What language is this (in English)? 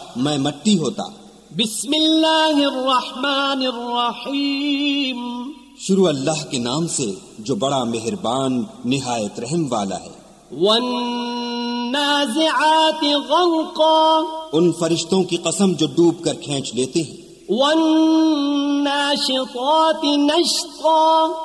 Urdu